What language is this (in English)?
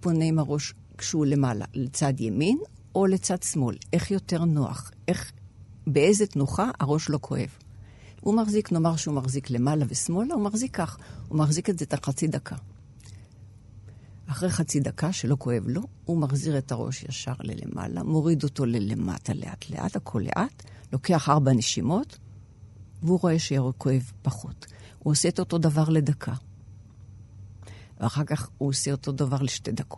Hebrew